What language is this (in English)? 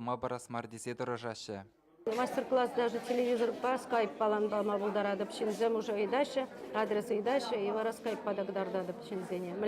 Chuvash